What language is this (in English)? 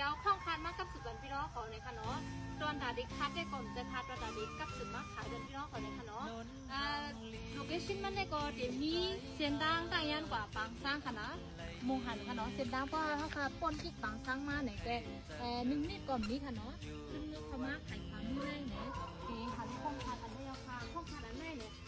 Shan